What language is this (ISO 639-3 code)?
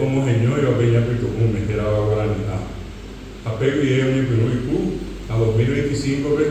grn